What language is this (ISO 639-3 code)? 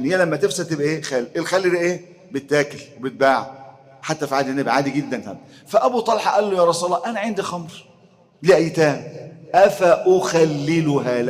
arz